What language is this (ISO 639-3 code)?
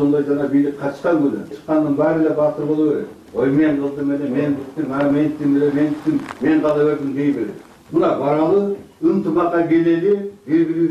kir